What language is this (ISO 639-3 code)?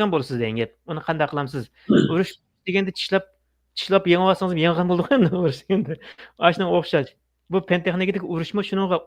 uig